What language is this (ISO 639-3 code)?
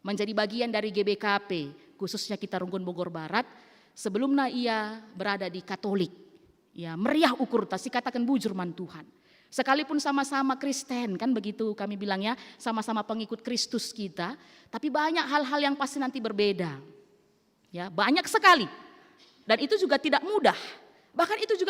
btx